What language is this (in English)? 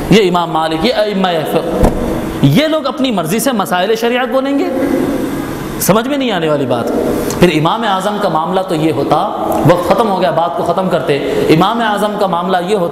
Urdu